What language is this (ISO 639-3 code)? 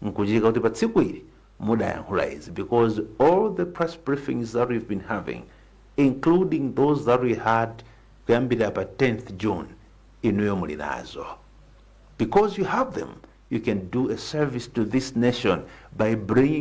nya